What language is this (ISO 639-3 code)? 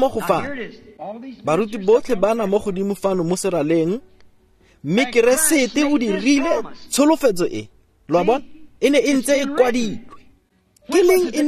tsn